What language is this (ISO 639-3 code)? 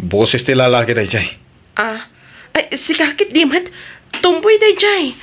ilo